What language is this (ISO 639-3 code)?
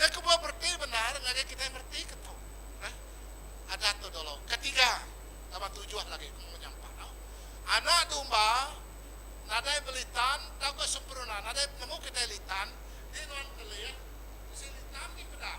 iba